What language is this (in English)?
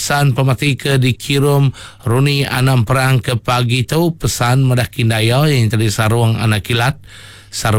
Iban